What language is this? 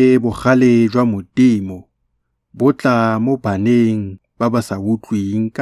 Tswana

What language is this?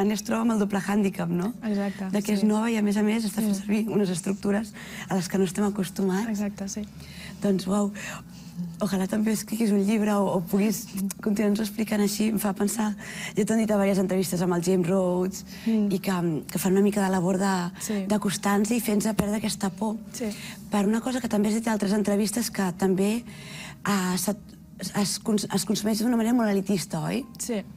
Catalan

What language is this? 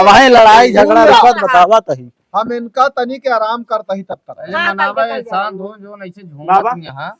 Awadhi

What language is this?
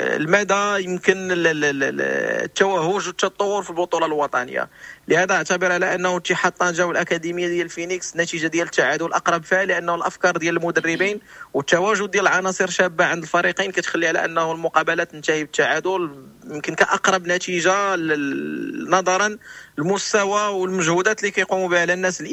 Moroccan Arabic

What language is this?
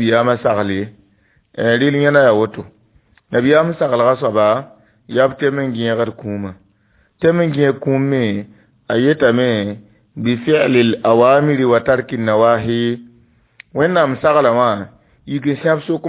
Mossi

